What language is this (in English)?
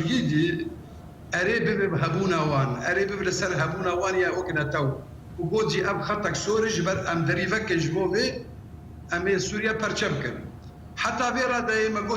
Kurdish